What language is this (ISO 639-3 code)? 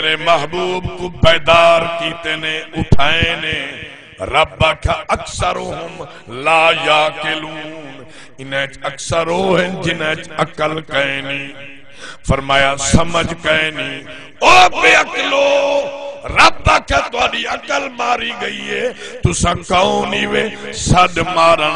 skr